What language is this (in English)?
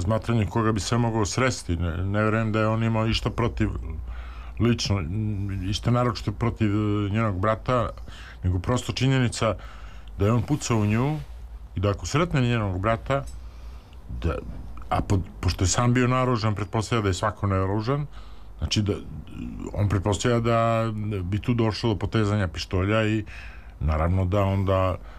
Serbian